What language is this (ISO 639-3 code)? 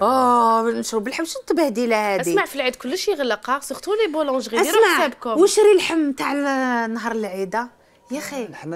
arq